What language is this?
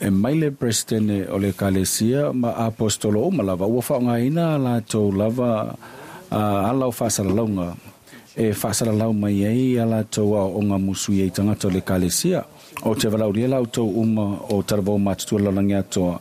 Samoan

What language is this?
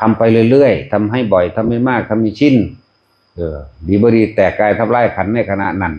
Northeastern Thai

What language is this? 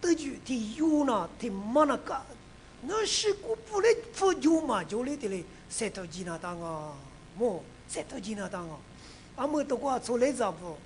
Lisu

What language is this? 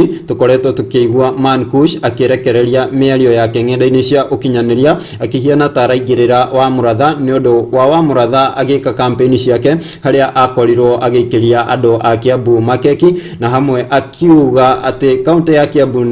Kikuyu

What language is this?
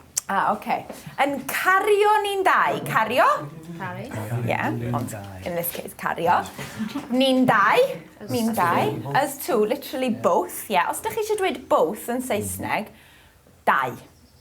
Welsh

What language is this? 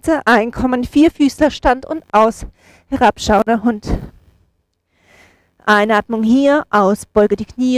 German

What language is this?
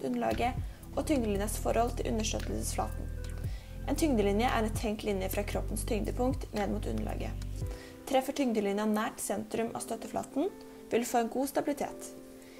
Norwegian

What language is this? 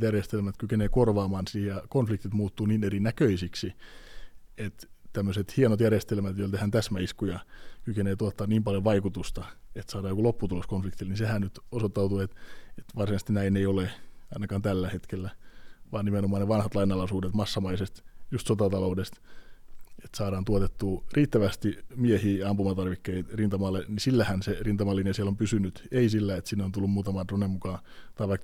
Finnish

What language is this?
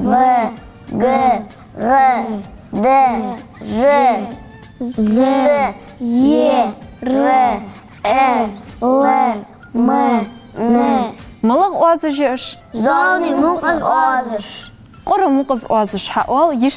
Ingush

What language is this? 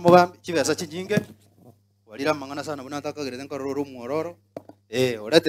Gusii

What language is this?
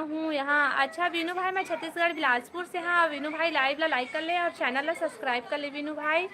Chhattisgarhi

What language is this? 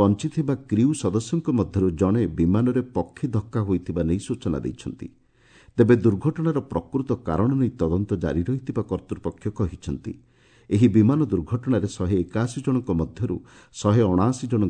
Odia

